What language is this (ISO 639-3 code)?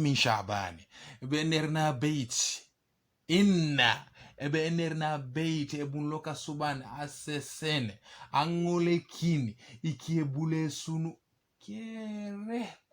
teo